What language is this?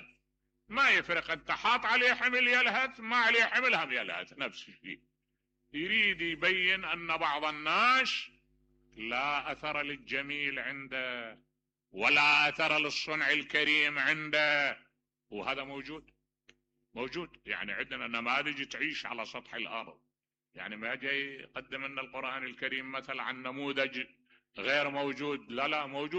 Mesopotamian Arabic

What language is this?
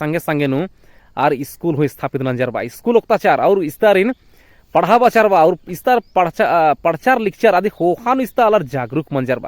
Kurukh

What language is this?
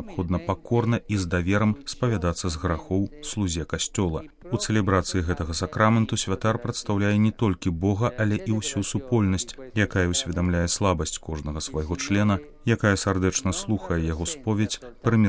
Belarusian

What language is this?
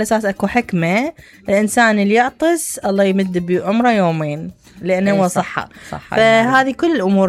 Mesopotamian Arabic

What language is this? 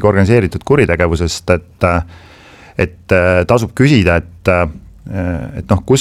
Estonian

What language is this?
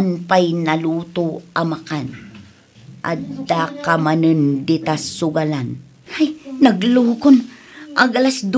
Iloko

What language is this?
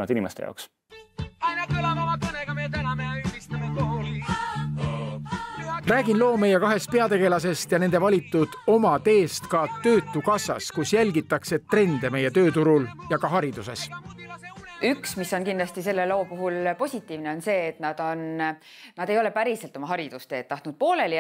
Estonian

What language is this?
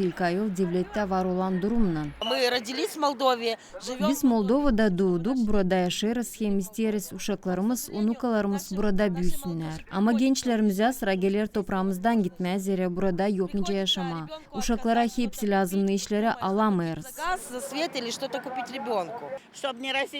Gagauz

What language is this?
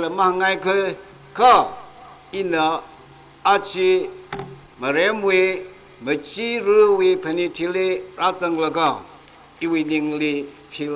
Tangkhul Naga (India)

